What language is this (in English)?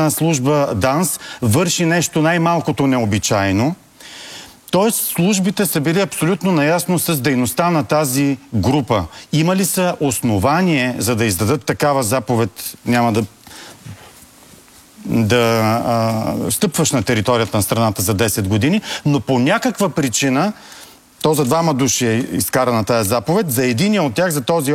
Bulgarian